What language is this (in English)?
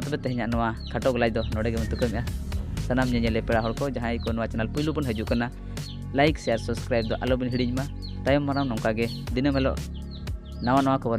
Santali